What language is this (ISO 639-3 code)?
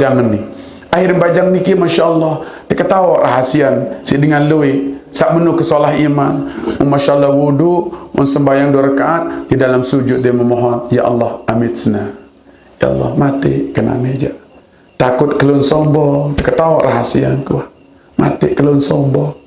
sas